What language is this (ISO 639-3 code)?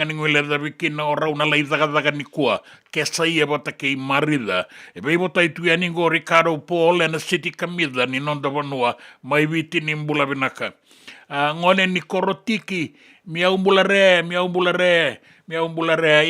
fij